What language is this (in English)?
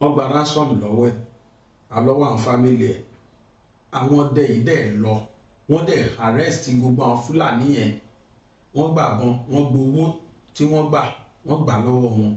Yoruba